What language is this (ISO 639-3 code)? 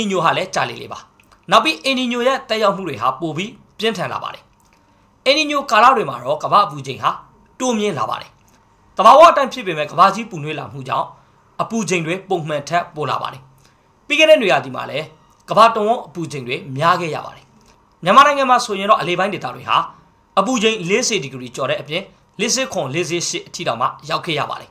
mya